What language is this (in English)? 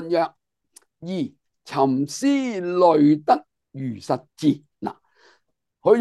Cantonese